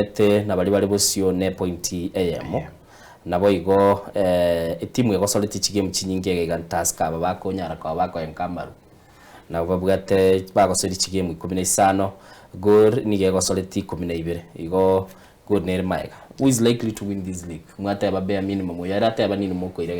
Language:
Gusii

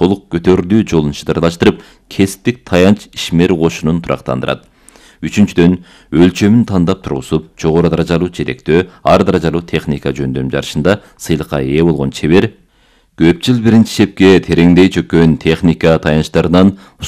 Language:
Kyrgyz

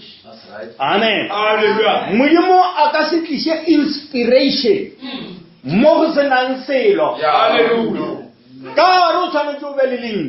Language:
Northern Sotho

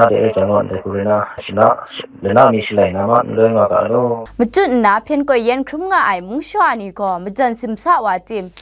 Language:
Kachin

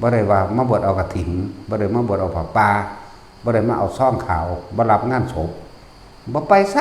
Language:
Northeastern Thai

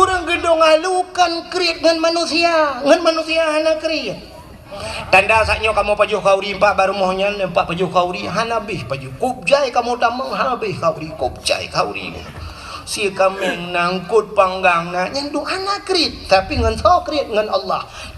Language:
Achinese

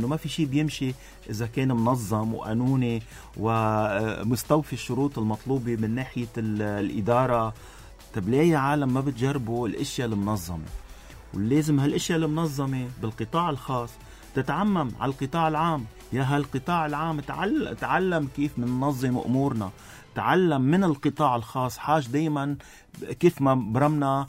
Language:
North Levantine Arabic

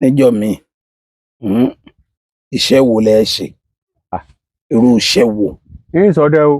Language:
Yoruba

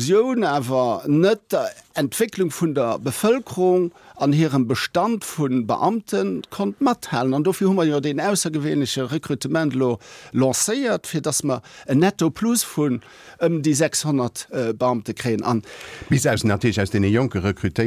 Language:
Luxembourgish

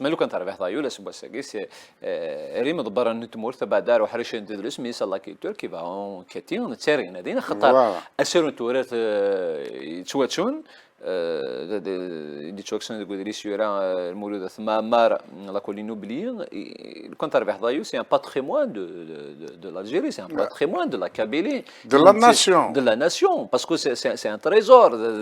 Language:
Kabyle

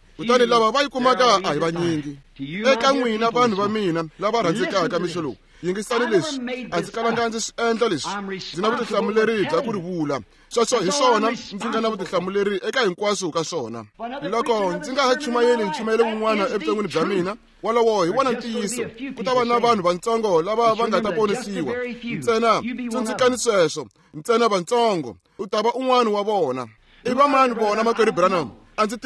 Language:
Tsonga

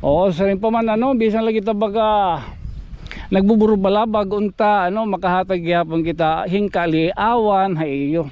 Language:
Waray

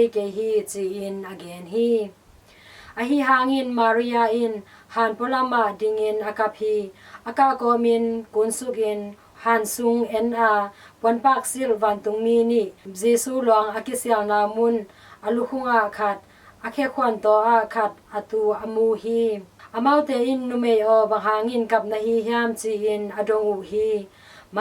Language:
Tedim Chin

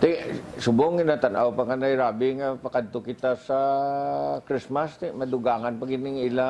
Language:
Hiligaynon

